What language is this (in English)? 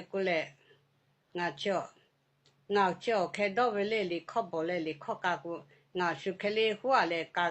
Lahu